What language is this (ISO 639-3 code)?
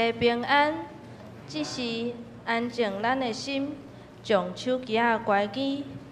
nan